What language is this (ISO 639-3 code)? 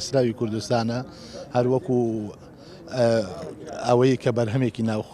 ckb